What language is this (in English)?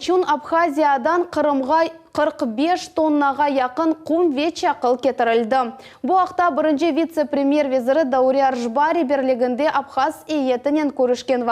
Crimean Tatar